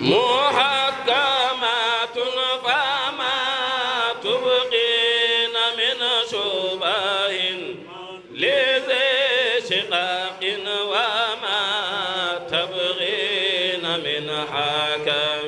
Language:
Fula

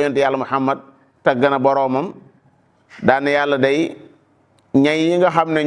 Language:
Wolof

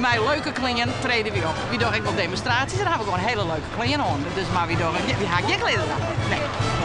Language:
Western Frisian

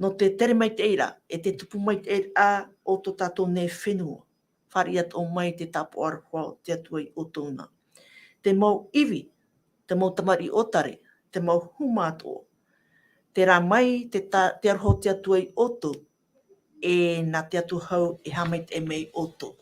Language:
Tahitian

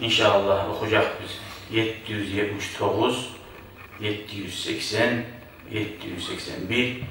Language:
Kumyk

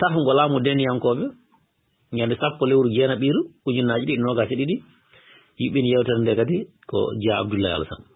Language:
Fula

